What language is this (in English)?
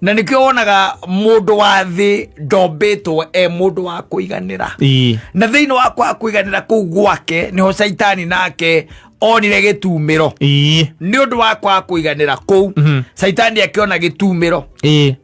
Kikuyu